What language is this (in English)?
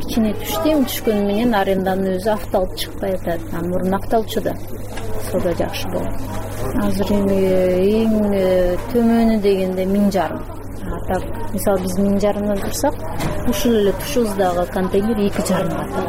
Kyrgyz